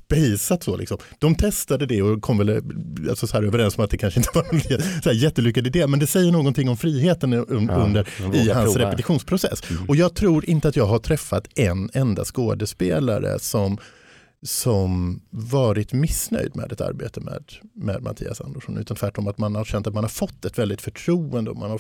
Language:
Swedish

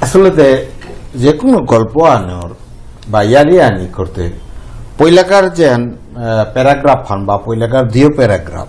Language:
Bishnupriya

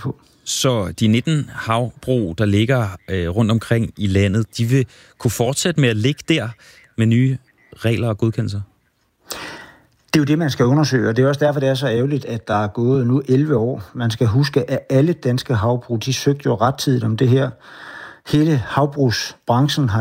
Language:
Danish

